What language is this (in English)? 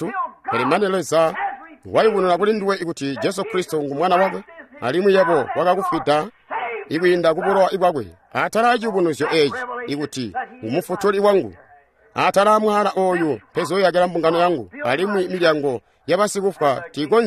Tonga (Zambia)